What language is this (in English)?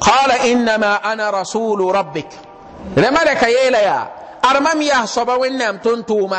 Mossi